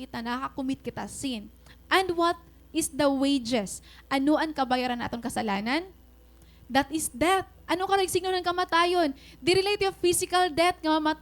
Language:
Waray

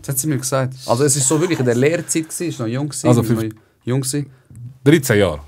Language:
Swiss German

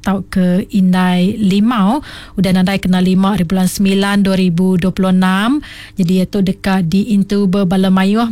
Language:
Iban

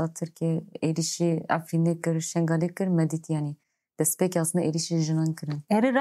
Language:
Kurdish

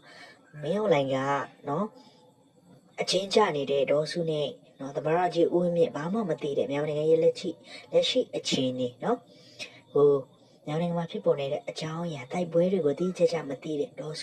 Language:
Burmese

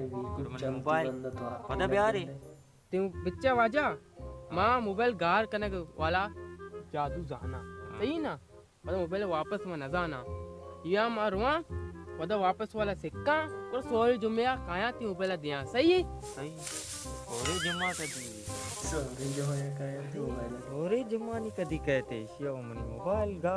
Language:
Baluchi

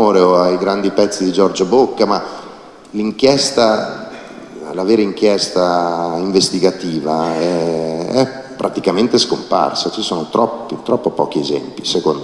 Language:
Italian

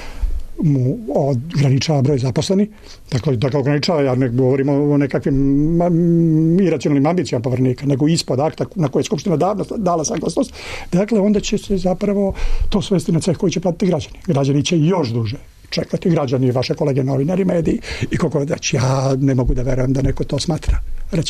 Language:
Serbian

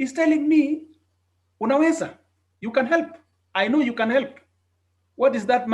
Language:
Kalenjin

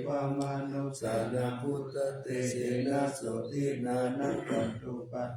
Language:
Pali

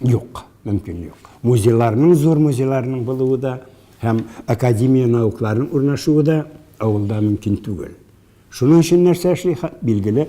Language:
Tatar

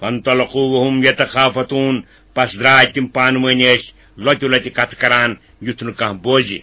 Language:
Kashmiri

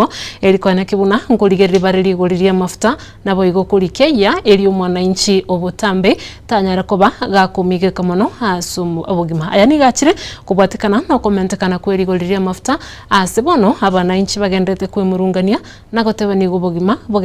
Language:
Gusii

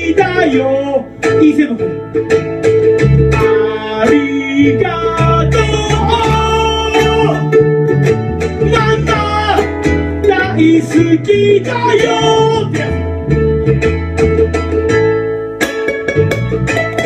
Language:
Japanese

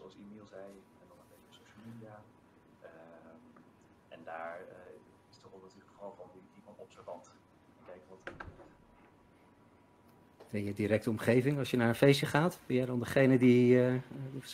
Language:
Dutch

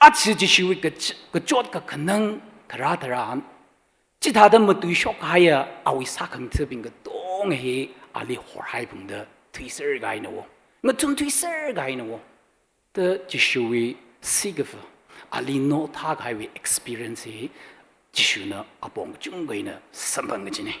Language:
Tangkhul Naga (India)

